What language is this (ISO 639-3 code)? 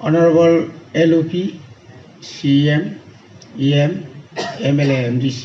trp